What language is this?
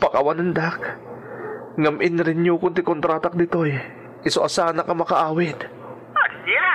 Iloko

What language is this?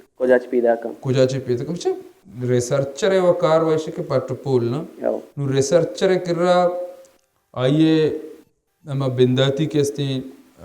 Baluchi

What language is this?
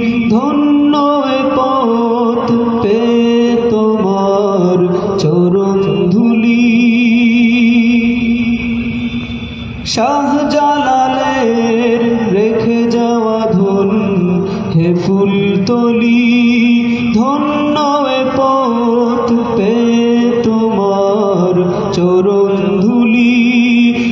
Bangla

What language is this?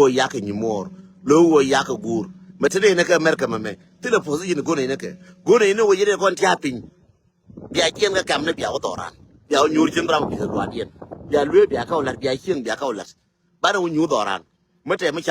Nuer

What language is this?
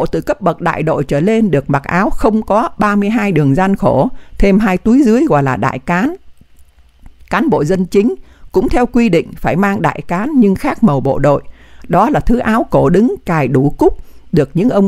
Vietnamese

